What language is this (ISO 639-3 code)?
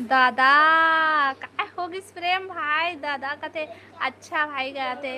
hne